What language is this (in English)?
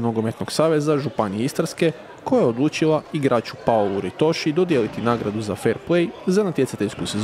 Croatian